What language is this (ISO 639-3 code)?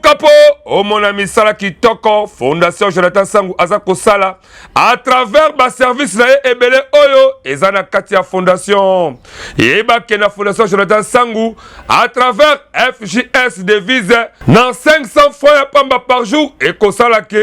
lin